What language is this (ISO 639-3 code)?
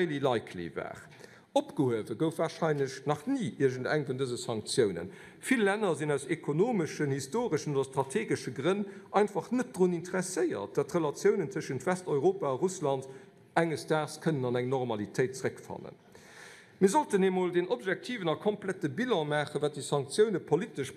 ltz